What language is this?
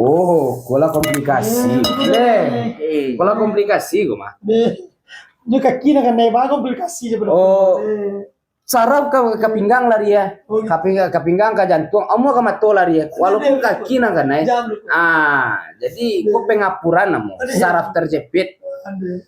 Minangkabau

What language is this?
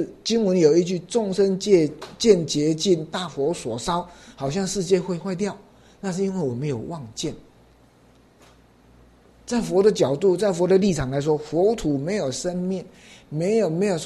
Chinese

